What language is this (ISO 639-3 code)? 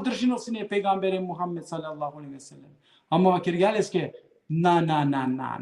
rmn